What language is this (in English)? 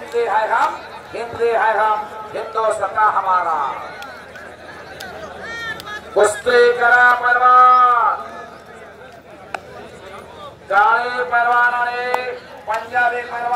Marathi